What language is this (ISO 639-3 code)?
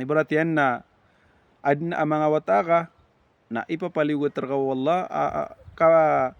mrw